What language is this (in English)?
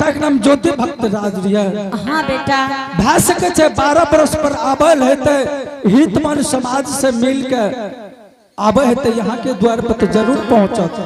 Angika